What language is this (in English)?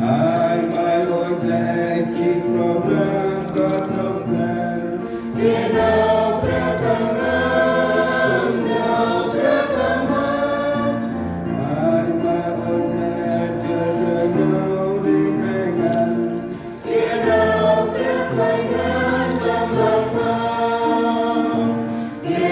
Central Mnong